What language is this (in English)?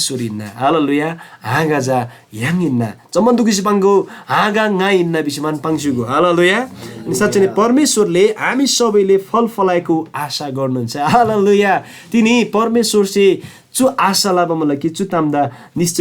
Eastern Tamang